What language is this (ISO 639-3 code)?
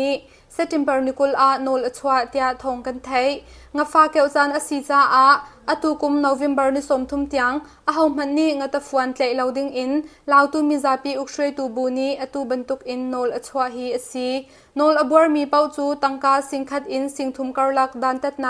cnh